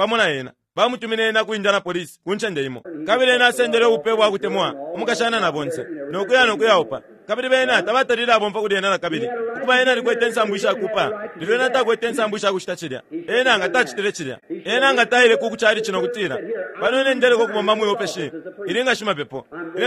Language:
Bemba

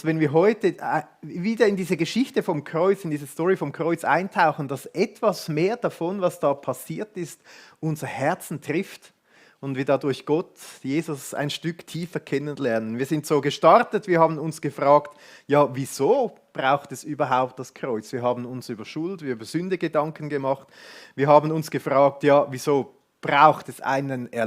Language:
Swiss German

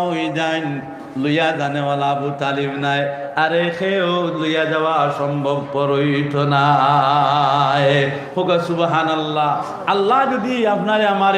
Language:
Sylheti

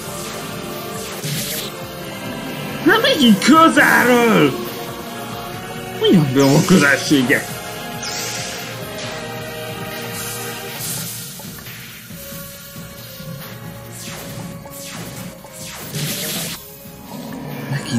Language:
Hungarian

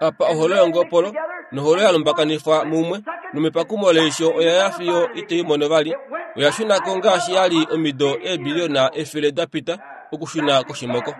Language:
Kuanyama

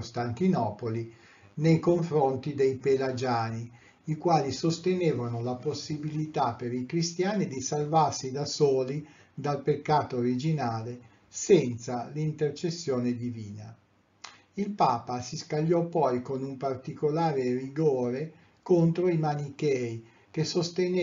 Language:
Italian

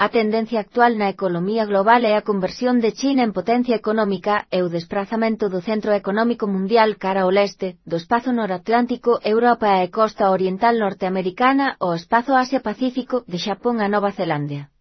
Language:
Galician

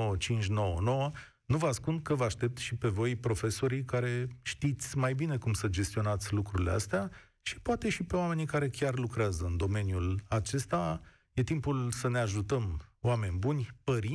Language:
Romanian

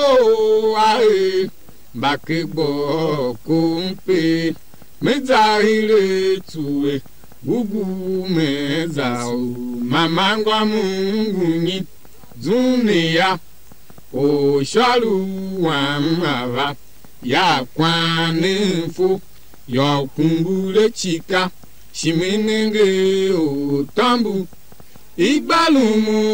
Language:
Tiv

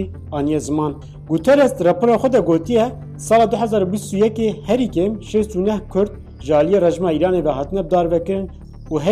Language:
Kurdish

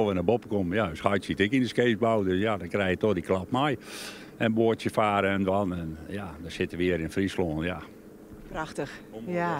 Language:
Western Frisian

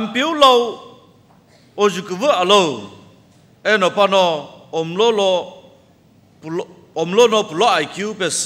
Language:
Sumi Naga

